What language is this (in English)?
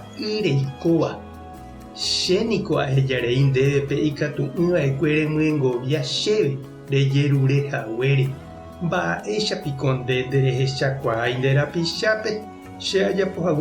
Guarani